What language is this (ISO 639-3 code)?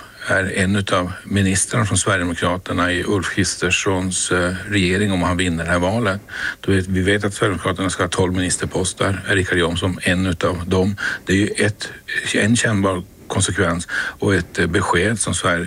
swe